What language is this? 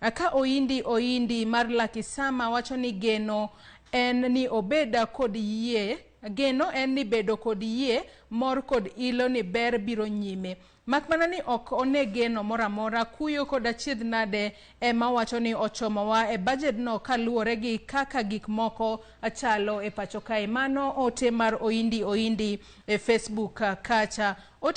Luo (Kenya and Tanzania)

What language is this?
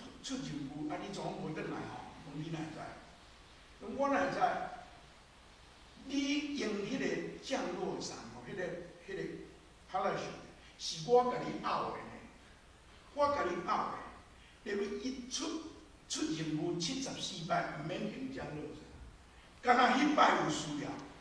Min Nan Chinese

